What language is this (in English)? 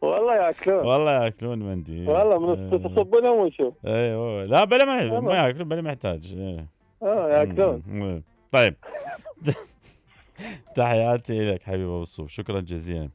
Mesopotamian Arabic